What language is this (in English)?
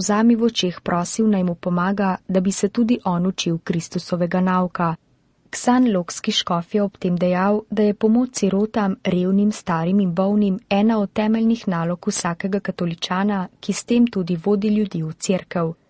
Slovenian